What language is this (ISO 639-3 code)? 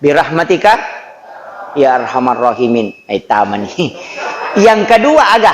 bug